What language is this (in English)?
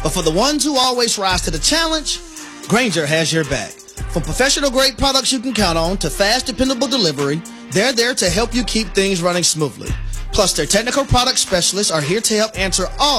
English